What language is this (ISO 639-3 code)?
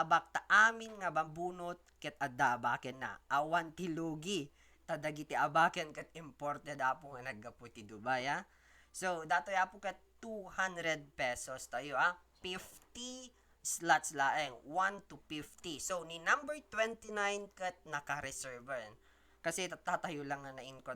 ilo